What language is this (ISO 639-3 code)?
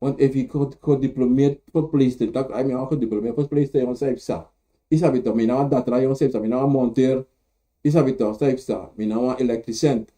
srn